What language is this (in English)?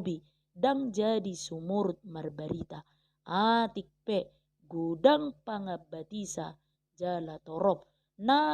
Batak Toba